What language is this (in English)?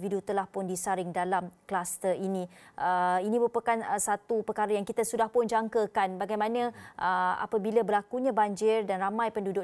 Malay